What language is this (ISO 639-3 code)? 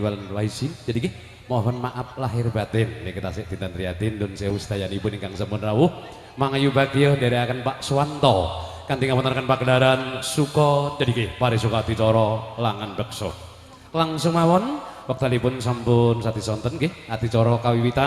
jav